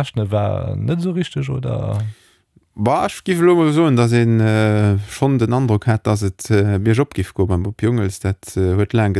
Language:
Luxembourgish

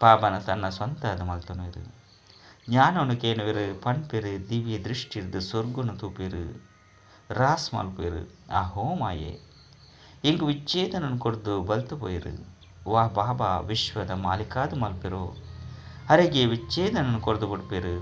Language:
Tulu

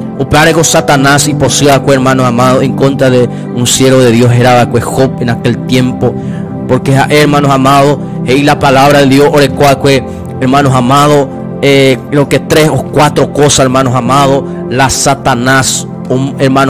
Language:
Guarani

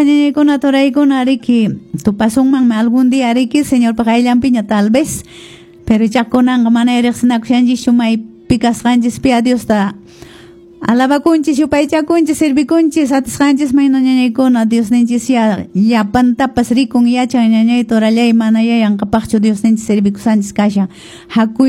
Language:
Quechua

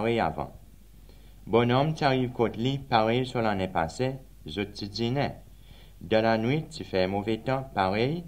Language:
Seselwa Creole French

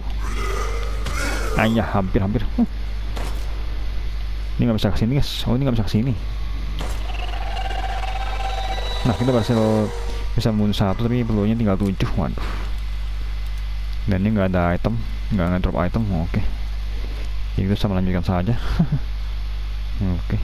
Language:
Indonesian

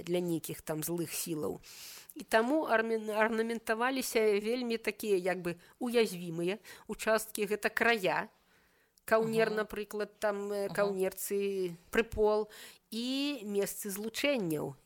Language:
Belarusian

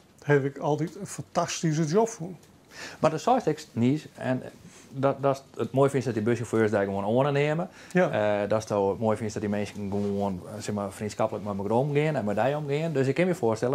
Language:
Western Frisian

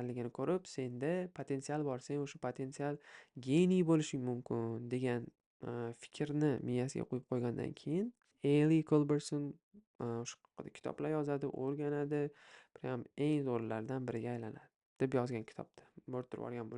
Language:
Uzbek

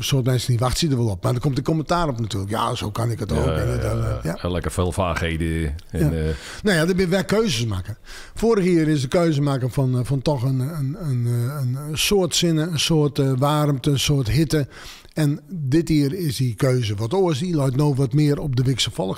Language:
Western Frisian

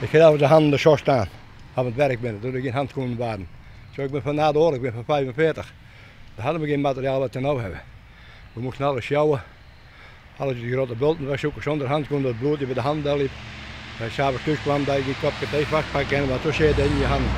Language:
Western Frisian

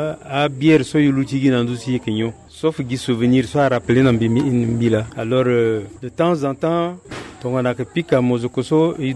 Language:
Sango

